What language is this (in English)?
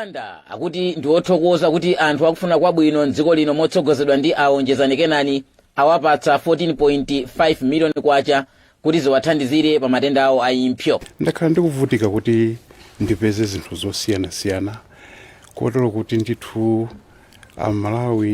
Nyanja